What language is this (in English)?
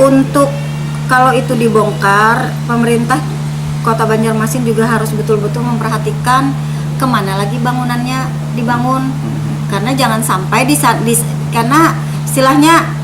Banjar